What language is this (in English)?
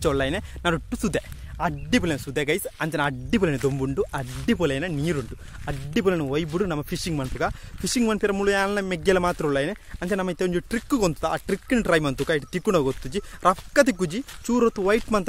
Tulu